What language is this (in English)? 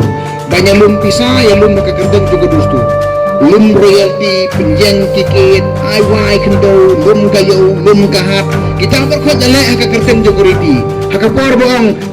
Khasi